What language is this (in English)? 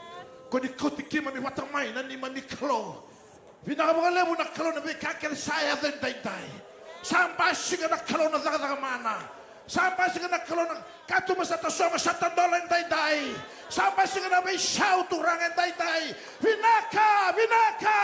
Fijian